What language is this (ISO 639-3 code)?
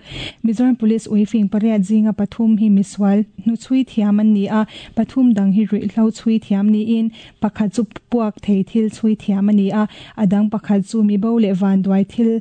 lus